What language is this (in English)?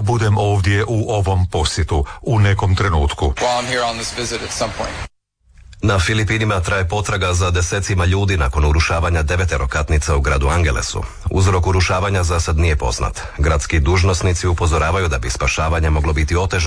Croatian